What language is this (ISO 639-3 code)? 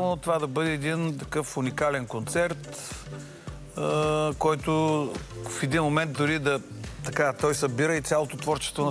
bul